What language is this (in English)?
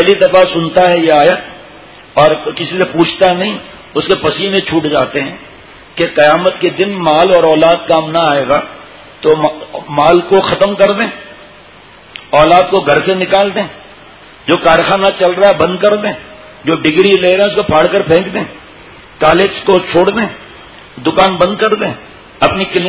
Urdu